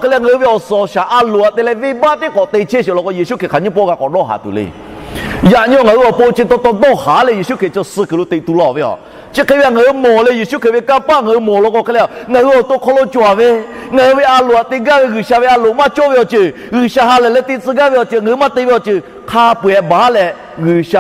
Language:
Lahu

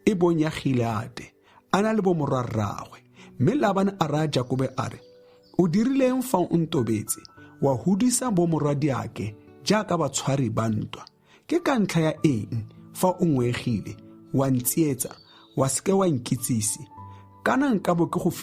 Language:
Tswana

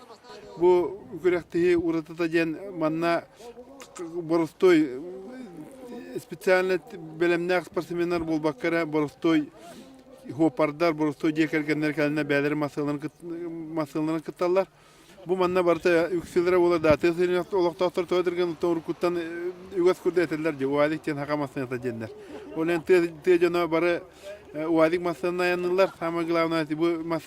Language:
Yakut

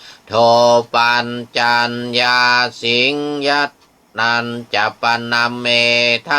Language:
Pali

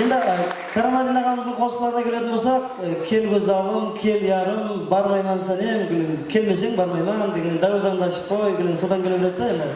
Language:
Kara-Kalpak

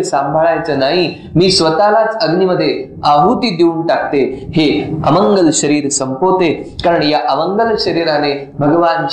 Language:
Marathi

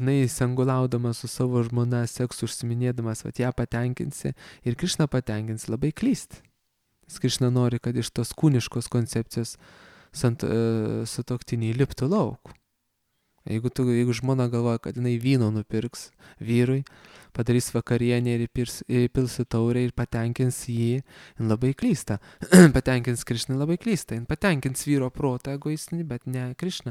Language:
Lithuanian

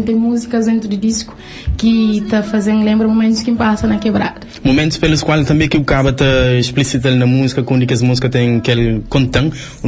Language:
Kabuverdianu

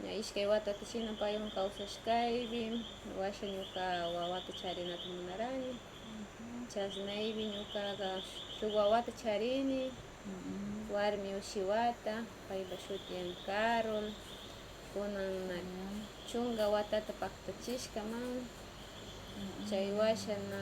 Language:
Northern Pastaza Quichua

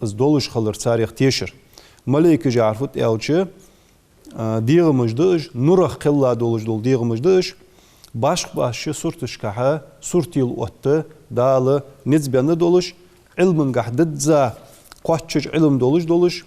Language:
Ingush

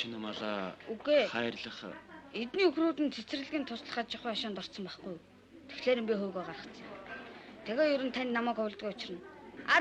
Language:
Mongolian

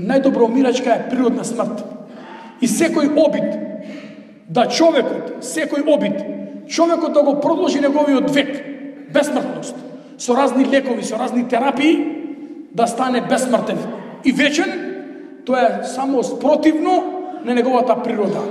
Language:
Macedonian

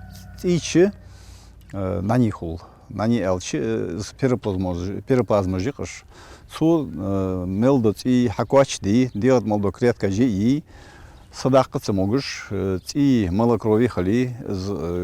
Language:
Ingush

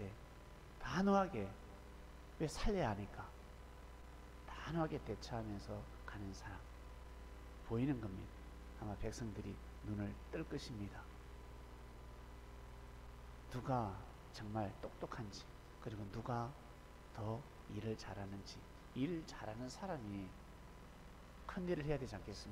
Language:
Korean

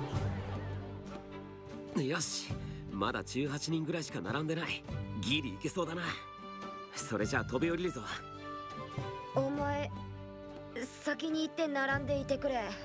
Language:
Japanese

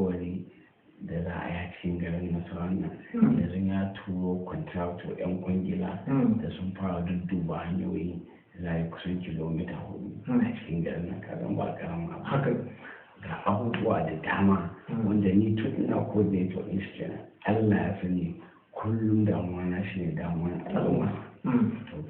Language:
Hausa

